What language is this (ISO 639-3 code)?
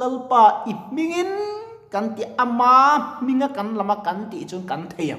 lus